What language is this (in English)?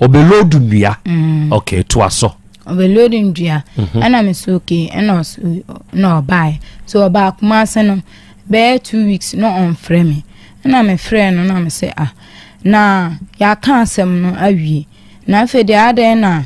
Akan